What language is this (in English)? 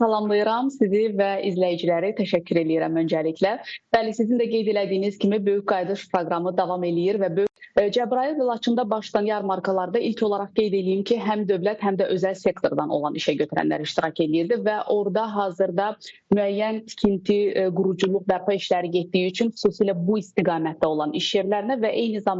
Azerbaijani